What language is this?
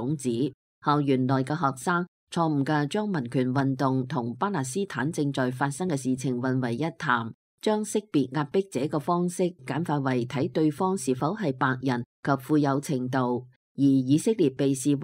Cantonese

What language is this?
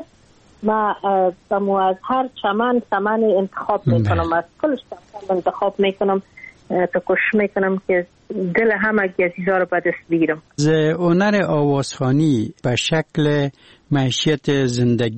Persian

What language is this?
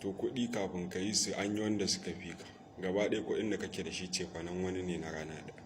Hausa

